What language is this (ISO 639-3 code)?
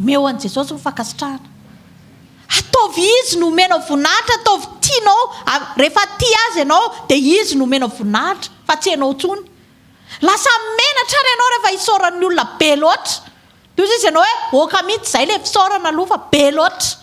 mlg